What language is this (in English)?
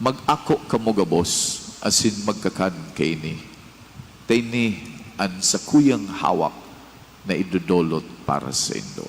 Bikol